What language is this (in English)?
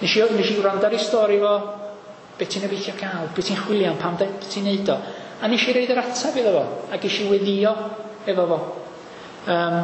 Welsh